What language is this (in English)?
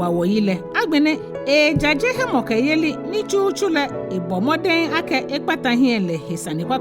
Ga